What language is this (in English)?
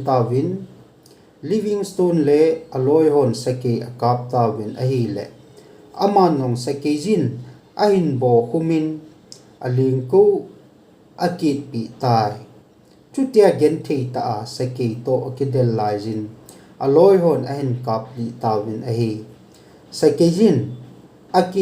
Thado Chin